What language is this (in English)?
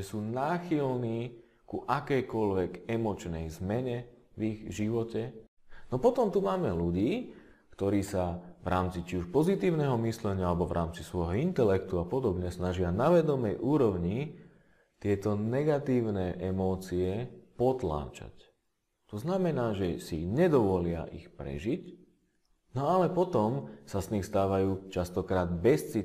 Slovak